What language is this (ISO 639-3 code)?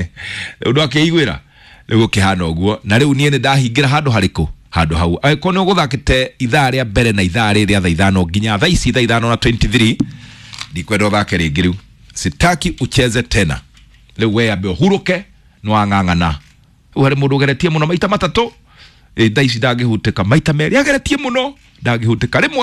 kik